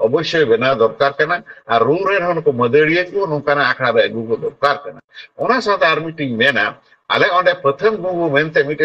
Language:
Santali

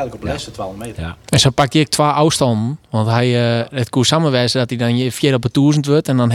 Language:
Western Frisian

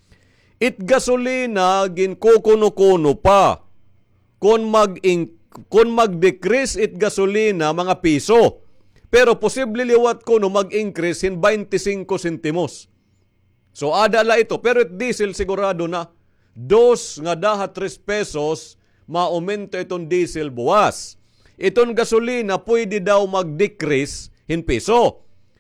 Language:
Waray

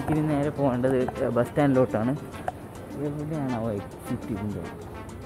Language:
Malayalam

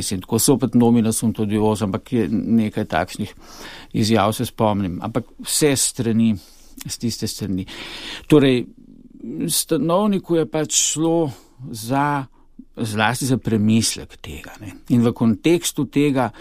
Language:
Slovenian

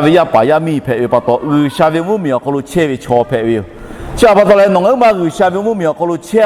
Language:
Lahu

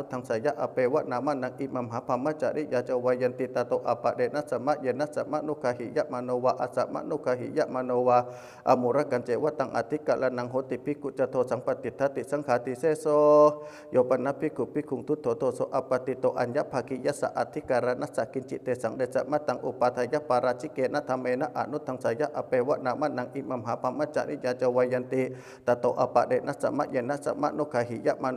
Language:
Pali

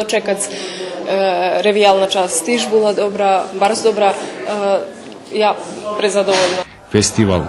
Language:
Rusyn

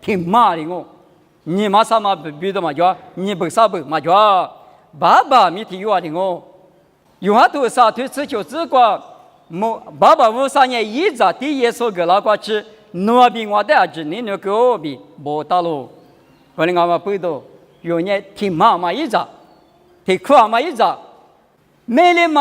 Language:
Lisu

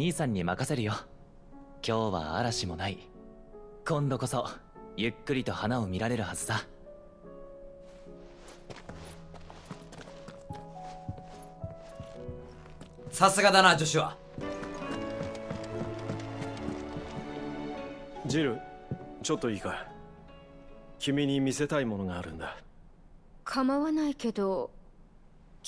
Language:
Japanese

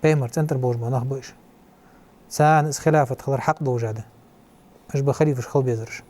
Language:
Ingush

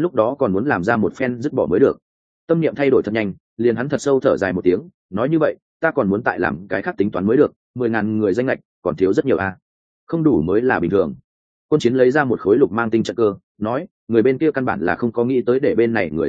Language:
Vietnamese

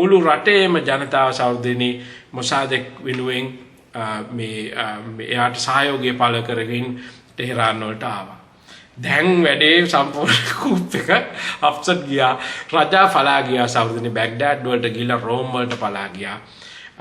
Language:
Sinhala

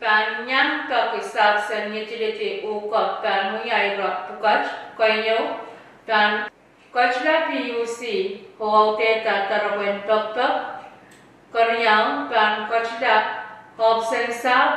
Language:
Pohnpeian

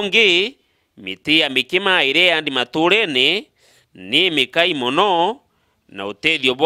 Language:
Meru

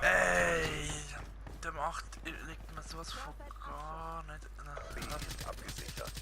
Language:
Swiss German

